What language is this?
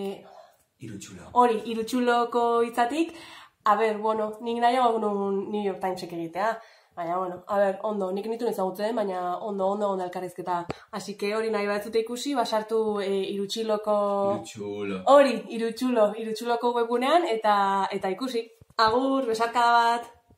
Basque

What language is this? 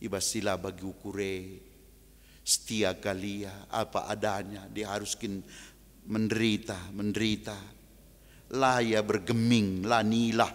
Batak Karo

